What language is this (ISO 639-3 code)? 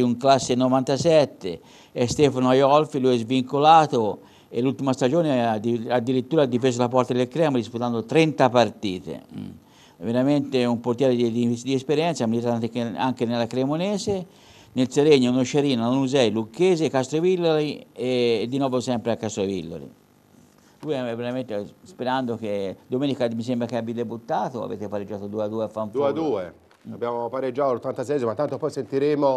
ita